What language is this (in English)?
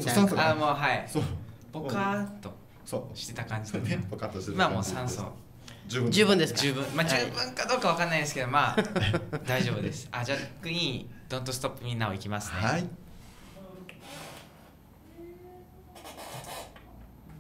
Japanese